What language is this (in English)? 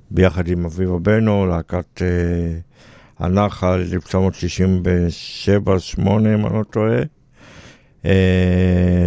Hebrew